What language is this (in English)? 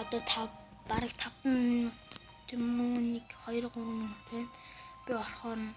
Mongolian